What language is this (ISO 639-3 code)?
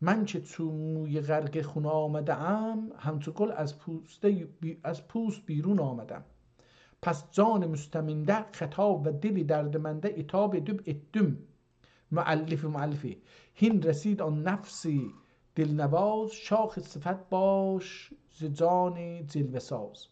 azb